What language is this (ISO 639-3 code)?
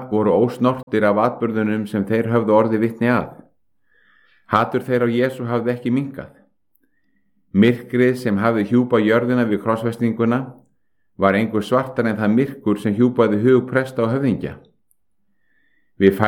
isl